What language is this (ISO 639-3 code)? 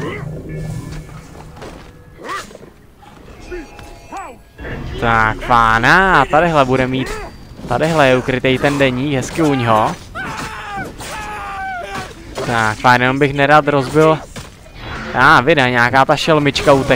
ces